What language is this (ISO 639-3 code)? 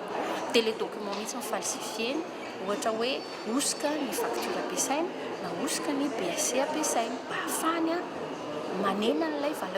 mlg